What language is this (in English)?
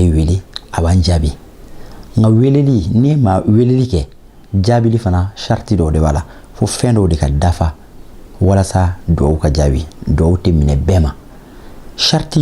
Bambara